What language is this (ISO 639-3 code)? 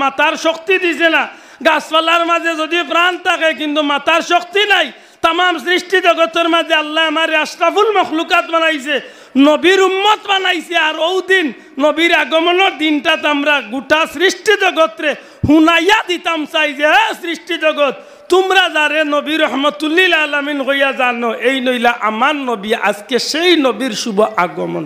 syl